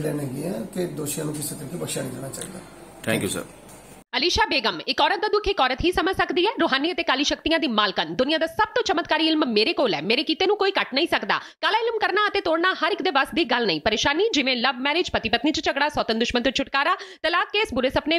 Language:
Punjabi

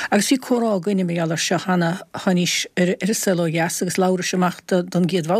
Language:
Irish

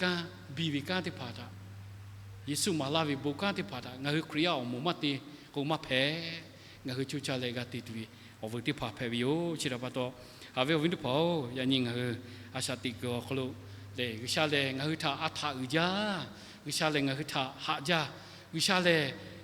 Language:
Lahu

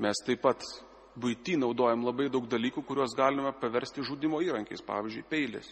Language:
Lithuanian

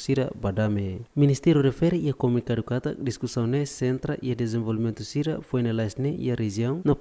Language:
Tetum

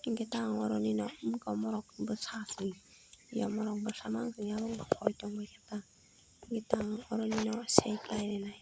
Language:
Kok Borok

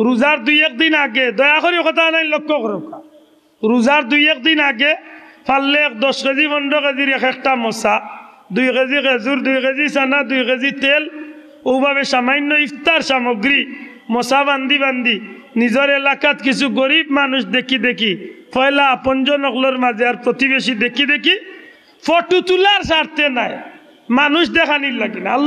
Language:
Sylheti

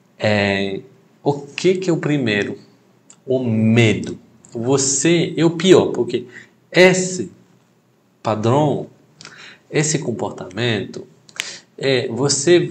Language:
Portuguese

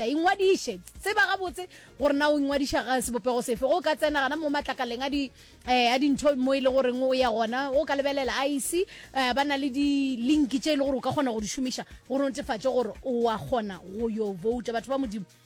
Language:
Northern Sotho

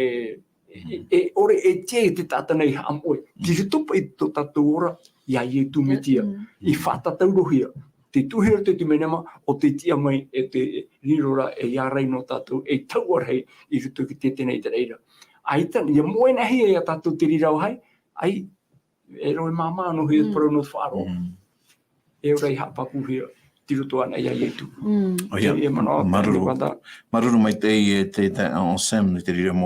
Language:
Tahitian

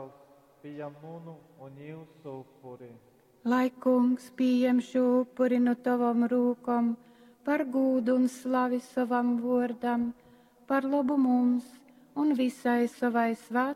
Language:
Latgalian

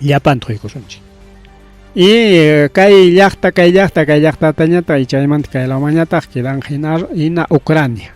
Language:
Ayacucho Quechua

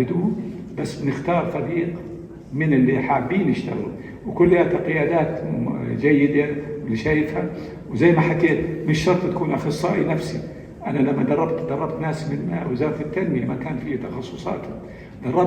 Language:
North Levantine Arabic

